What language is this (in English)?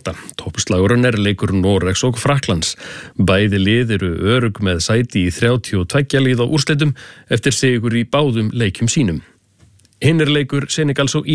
Icelandic